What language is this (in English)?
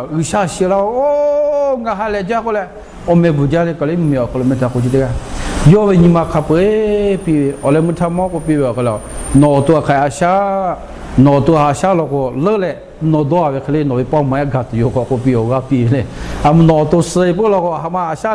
Lahu